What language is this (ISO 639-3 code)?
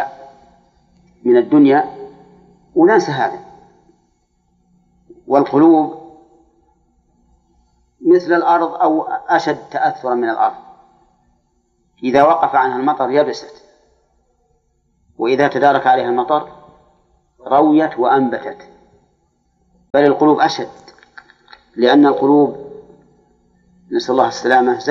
ara